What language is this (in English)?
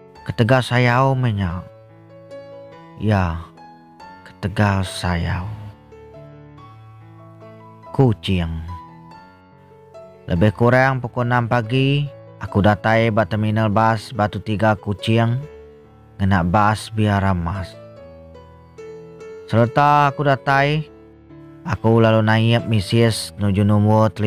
Iban